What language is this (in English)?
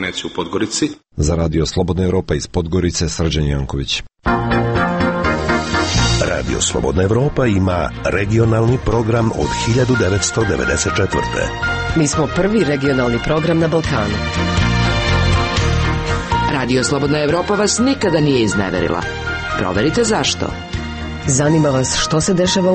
Serbian